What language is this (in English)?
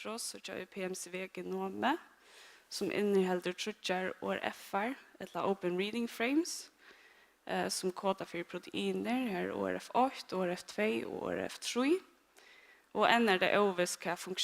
Faroese